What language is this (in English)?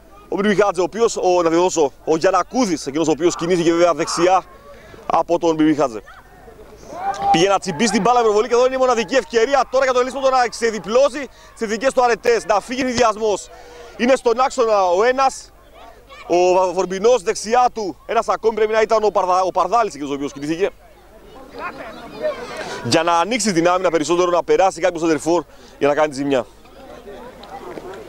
Greek